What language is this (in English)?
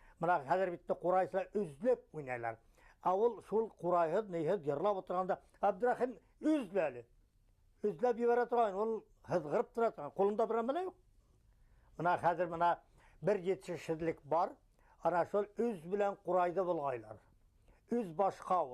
Bashkir